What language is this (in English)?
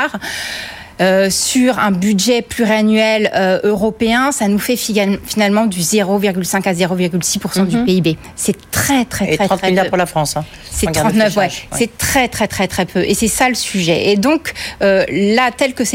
French